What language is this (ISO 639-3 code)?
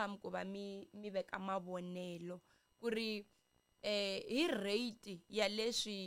tso